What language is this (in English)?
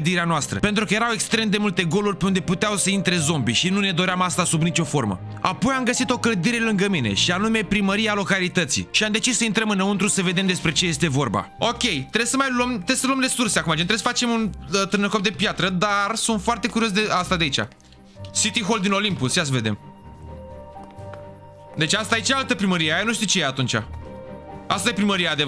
Romanian